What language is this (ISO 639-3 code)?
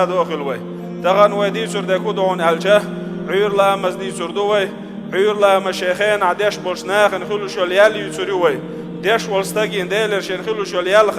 che